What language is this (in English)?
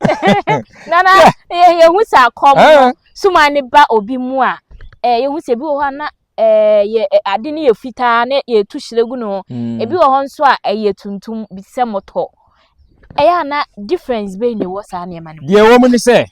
Akan